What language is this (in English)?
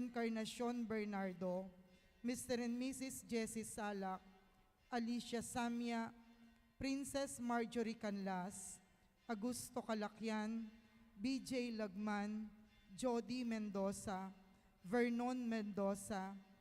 Pampanga